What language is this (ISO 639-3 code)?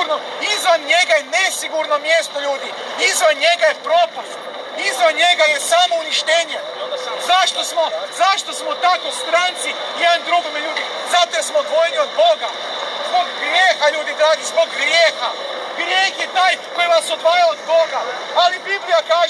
hrv